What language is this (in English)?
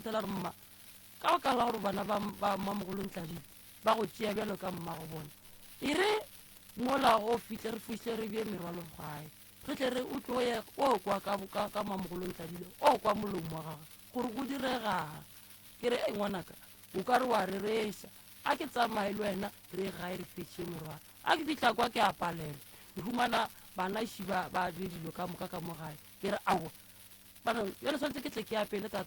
Northern Sotho